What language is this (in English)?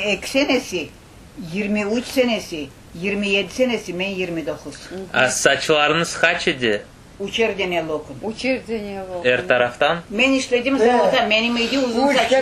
Crimean Tatar